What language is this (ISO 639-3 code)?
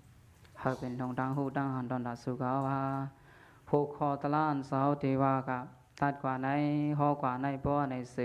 shn